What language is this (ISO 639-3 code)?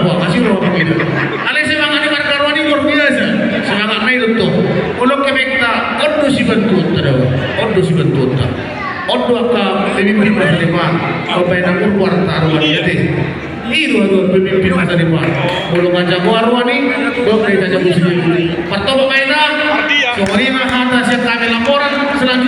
bbc